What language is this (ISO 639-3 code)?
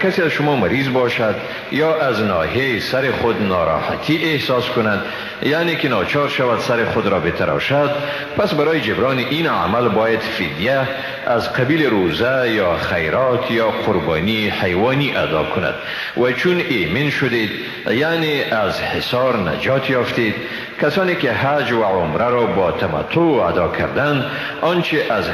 fas